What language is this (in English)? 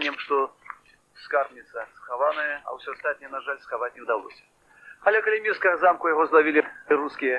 Belarusian